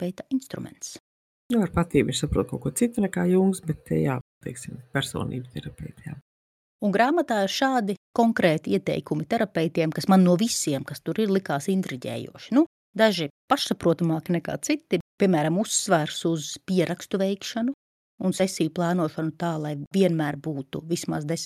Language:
Latvian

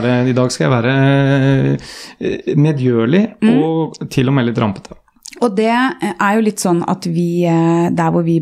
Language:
Norwegian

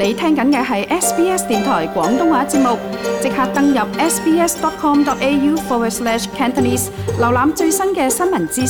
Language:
Cantonese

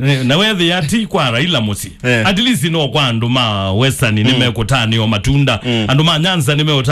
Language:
Kamba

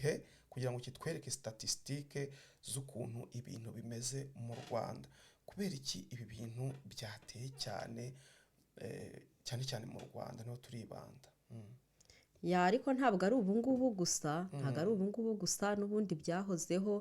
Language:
Kinyarwanda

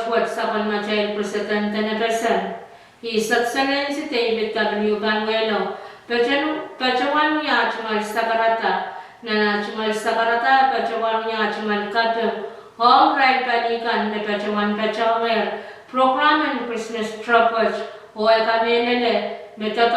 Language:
Pohnpeian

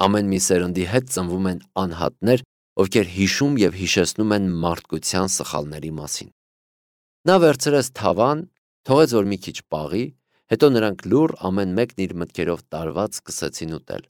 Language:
Armenian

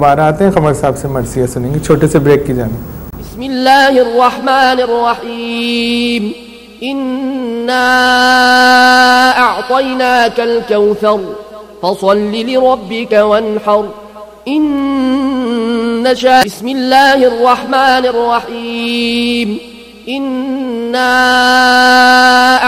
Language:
Urdu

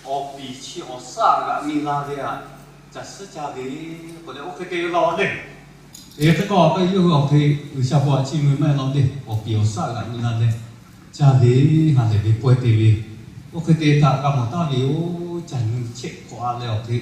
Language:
Lahu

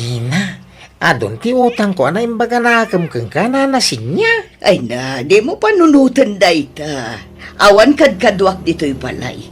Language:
Iloko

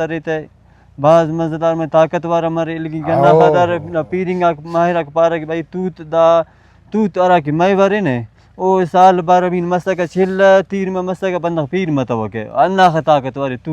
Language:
Brahui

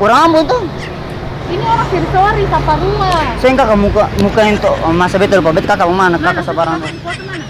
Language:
Ambonese Malay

